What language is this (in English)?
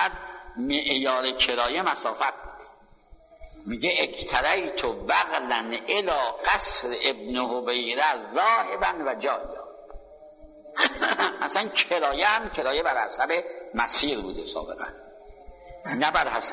Persian